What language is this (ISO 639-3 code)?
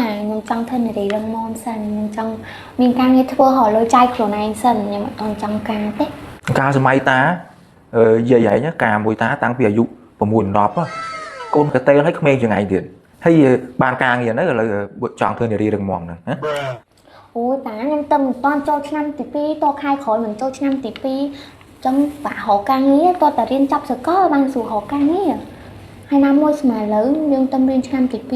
khm